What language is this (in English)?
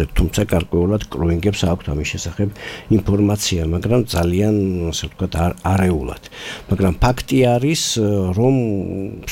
Georgian